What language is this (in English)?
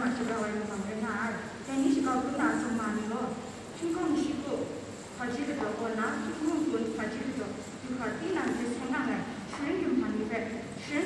Kachin